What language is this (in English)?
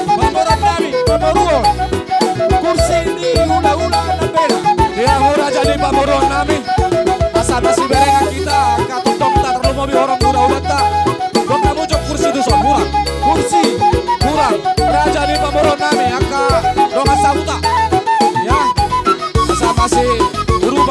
Batak Toba